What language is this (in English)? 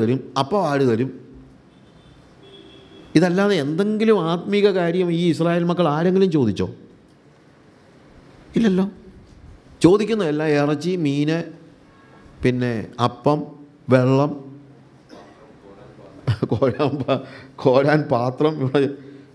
Malayalam